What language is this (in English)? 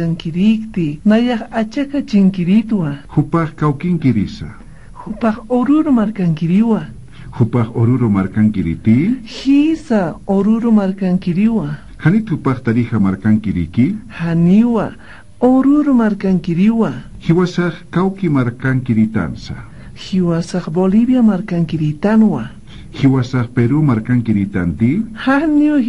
Aymara